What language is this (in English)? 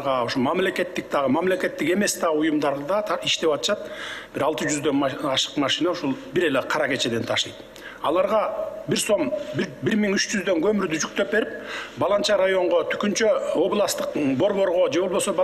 Kyrgyz